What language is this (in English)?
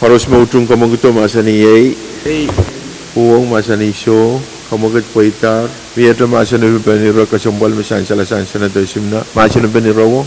Pohnpeian